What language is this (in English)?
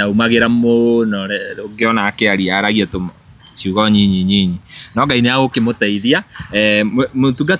Kikuyu